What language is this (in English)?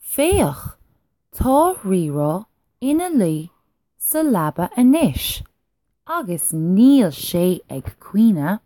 Irish